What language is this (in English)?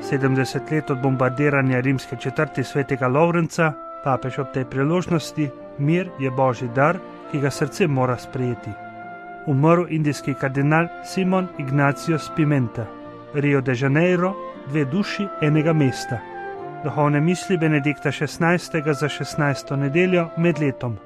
Slovenian